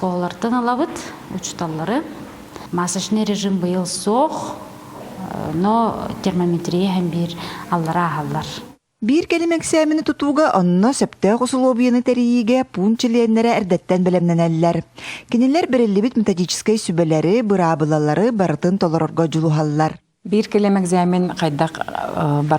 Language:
Yakut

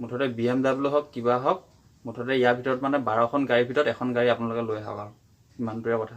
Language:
Assamese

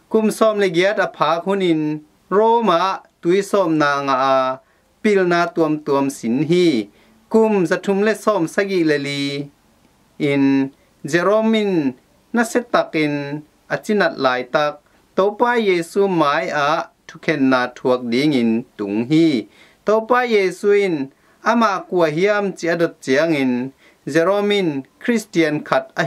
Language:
Tedim Chin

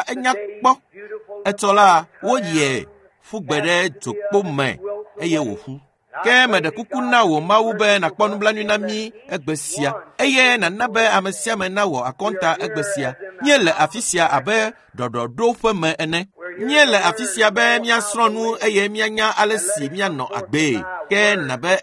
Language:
Ewe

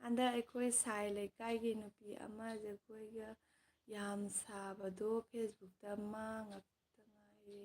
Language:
Manipuri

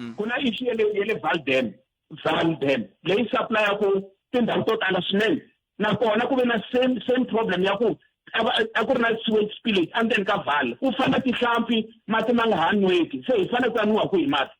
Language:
Tsonga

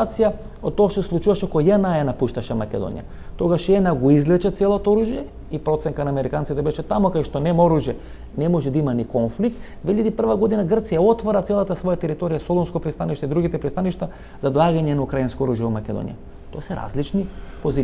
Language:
Macedonian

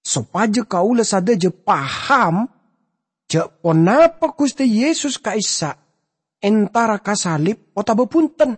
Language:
Madurese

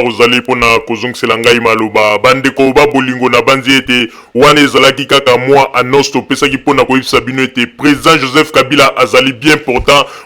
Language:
Lingala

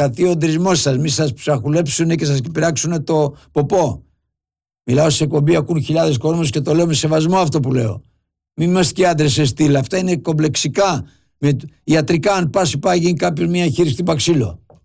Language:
Greek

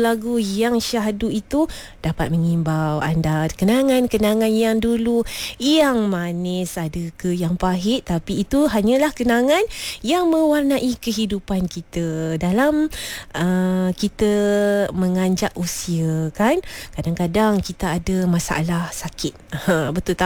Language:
Malay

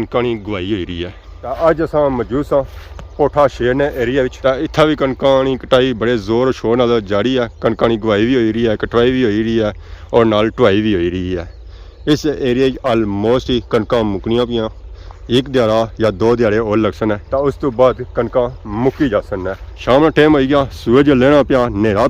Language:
Pahari-Potwari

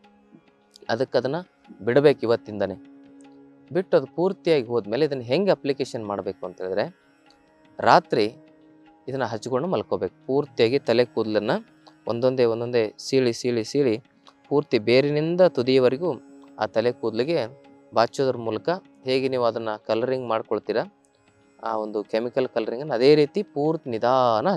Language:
Kannada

